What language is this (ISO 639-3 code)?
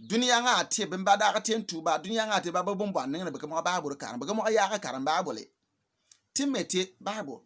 bim